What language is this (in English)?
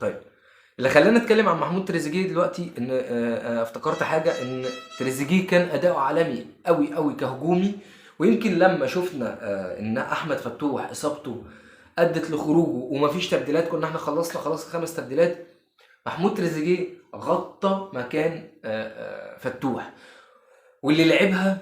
Egyptian Arabic